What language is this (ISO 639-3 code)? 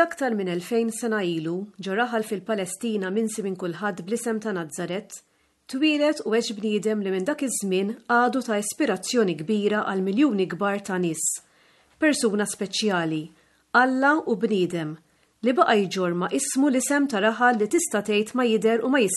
mlt